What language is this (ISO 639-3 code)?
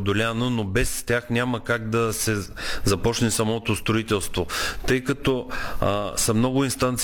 bul